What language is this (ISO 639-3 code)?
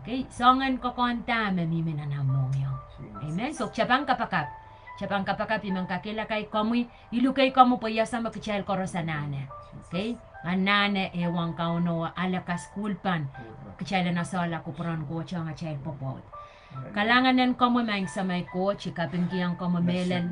pon